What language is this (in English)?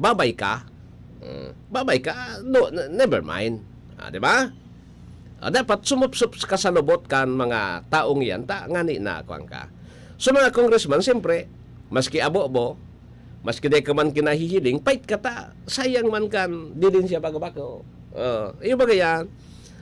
Bikol